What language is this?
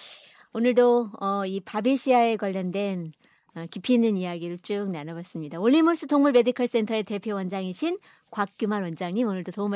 Korean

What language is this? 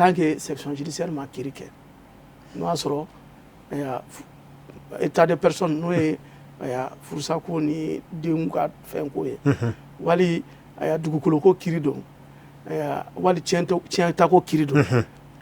Bambara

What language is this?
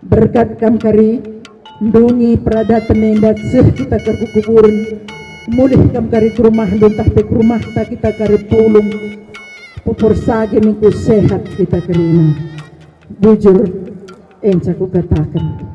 Batak Karo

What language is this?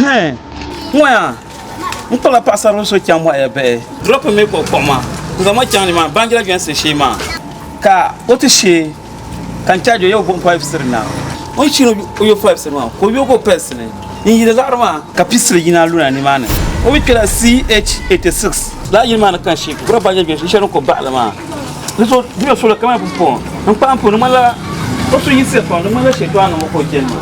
Dagbani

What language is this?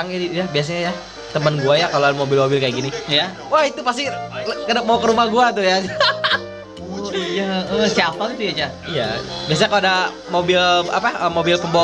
Indonesian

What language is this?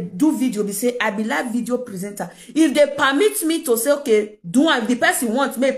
Nigerian Pidgin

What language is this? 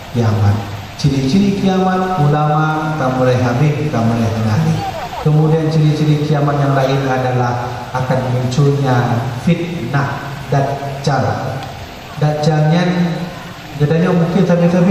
Achinese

